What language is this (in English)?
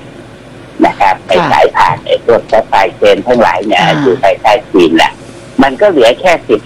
Thai